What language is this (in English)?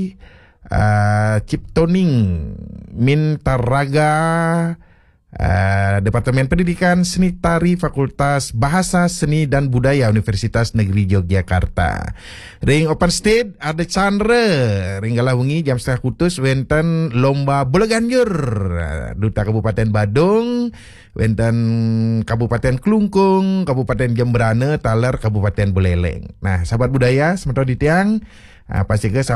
Balinese